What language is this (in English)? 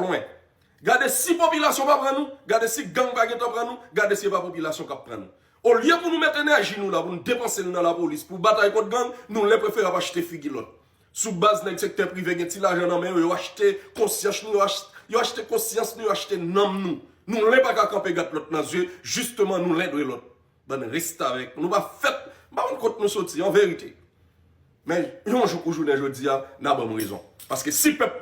Haitian Creole